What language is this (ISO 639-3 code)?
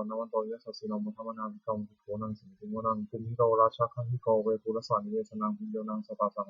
pli